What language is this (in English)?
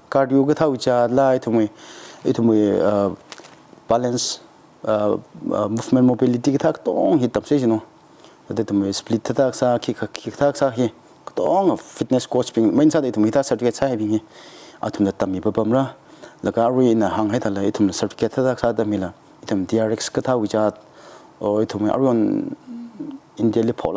Tangkhul Naga (India)